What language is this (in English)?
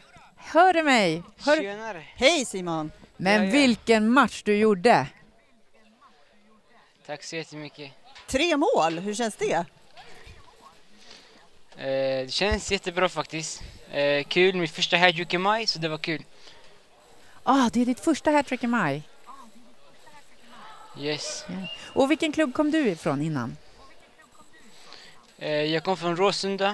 Swedish